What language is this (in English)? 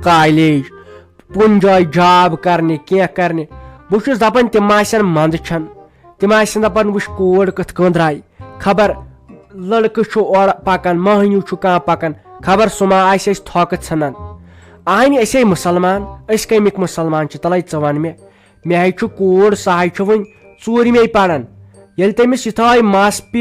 Kashmiri